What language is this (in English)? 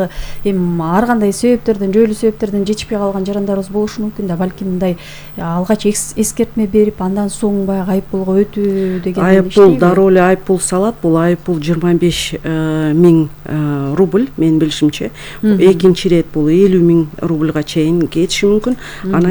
Kyrgyz